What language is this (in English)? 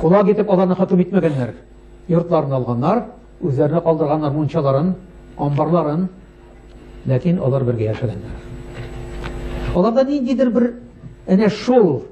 Tatar